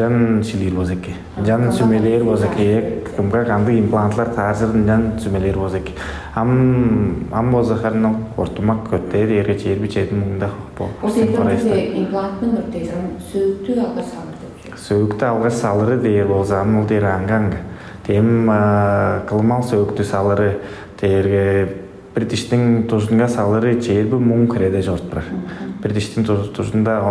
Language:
Tuvinian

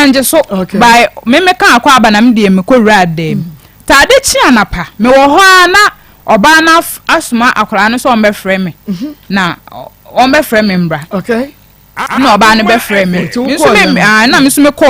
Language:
Akan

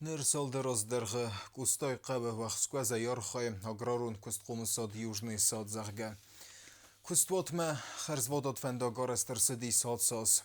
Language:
Ossetic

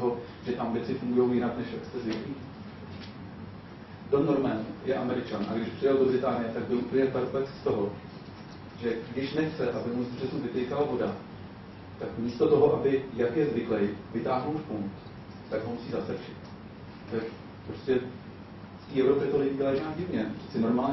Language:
Czech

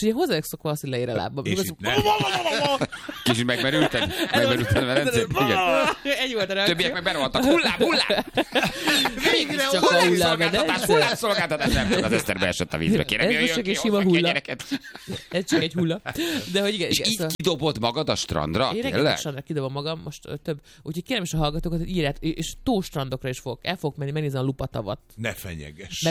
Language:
Hungarian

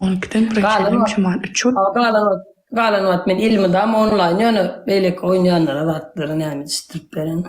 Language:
Turkmen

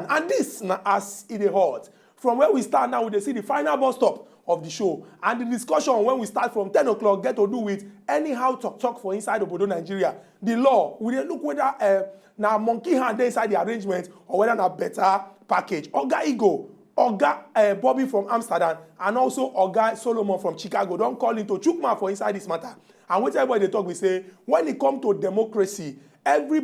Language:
Nigerian Pidgin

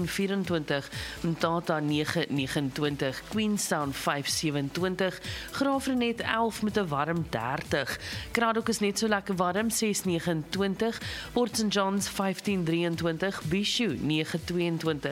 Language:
Afrikaans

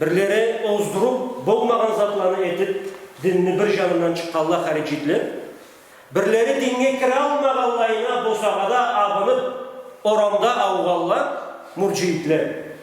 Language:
Karachay-Balkar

